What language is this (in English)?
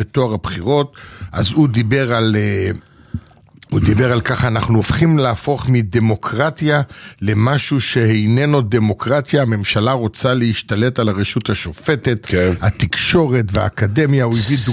Hebrew